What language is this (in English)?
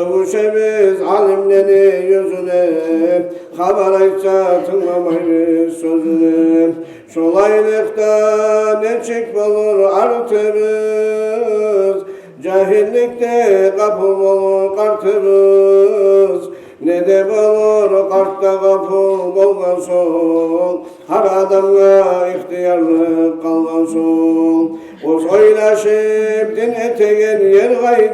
Kumyk